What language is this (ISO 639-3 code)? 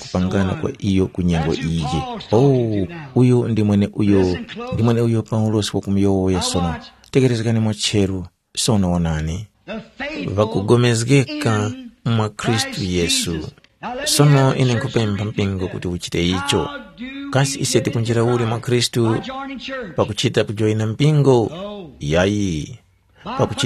tum